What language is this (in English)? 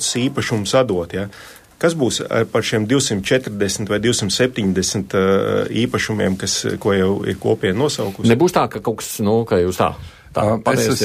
Latvian